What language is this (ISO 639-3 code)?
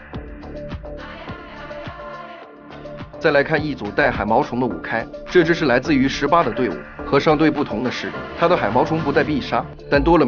zho